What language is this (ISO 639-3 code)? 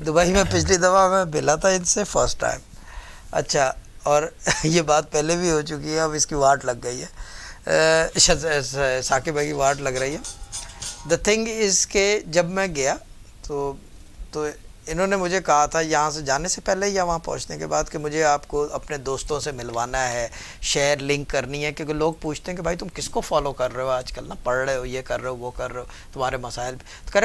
urd